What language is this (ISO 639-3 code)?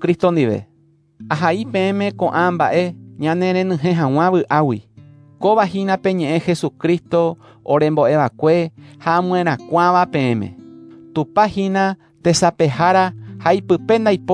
grn